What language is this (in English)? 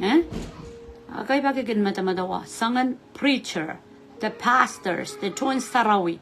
Pohnpeian